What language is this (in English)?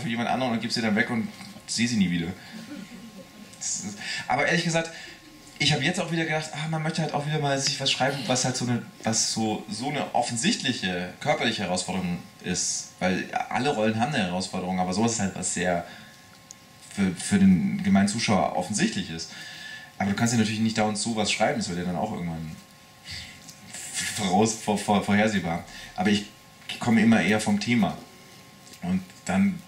German